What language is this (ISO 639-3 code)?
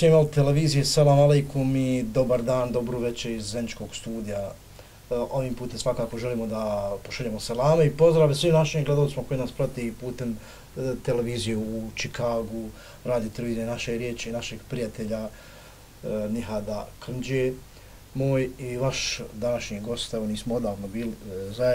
bos